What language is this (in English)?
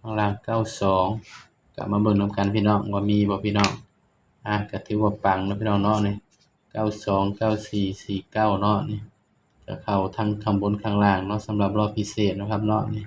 Northeastern Thai